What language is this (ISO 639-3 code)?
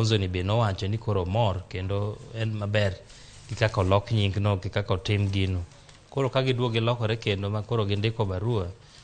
luo